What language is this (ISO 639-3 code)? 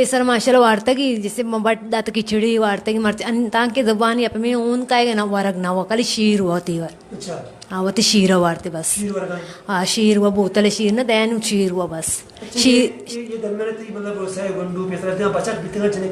bal